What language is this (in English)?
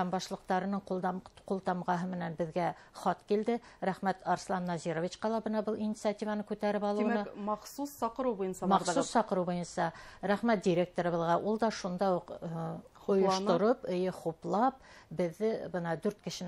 Bashkir